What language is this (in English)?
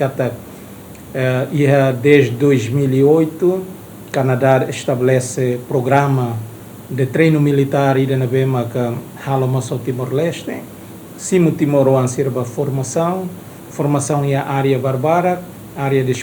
Tetum